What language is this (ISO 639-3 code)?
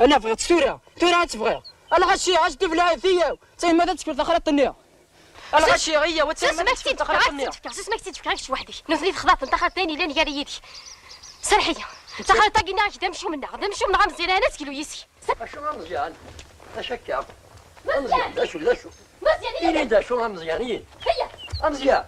kab